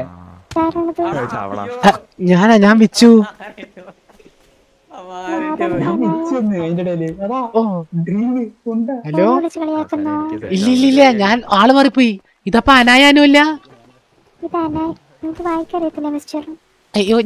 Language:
Malayalam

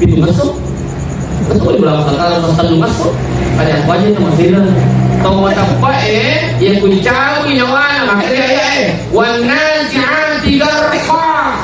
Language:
Buginese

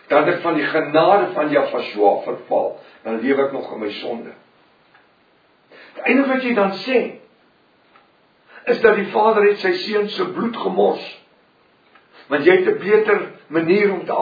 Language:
Afrikaans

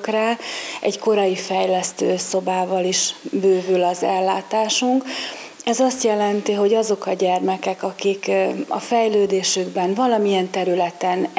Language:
Hungarian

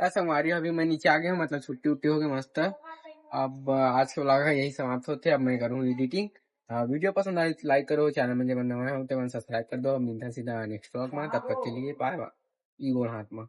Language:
Chhattisgarhi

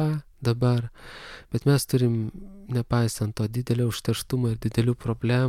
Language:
Lithuanian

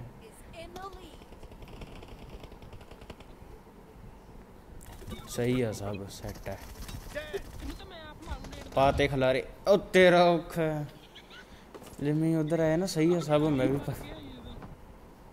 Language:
Punjabi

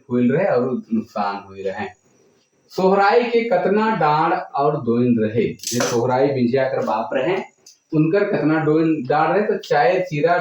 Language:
Sadri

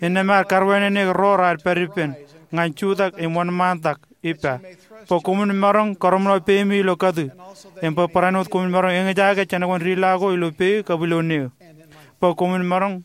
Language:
Marshallese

